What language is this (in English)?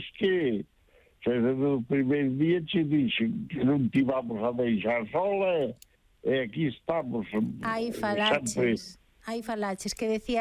Galician